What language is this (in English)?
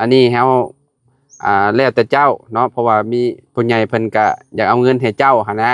Lao